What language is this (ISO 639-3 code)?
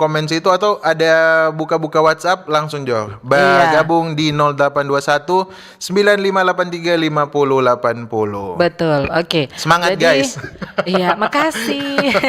xmm